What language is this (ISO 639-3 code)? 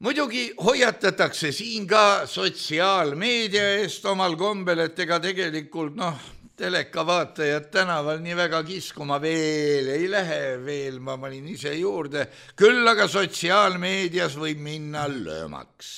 est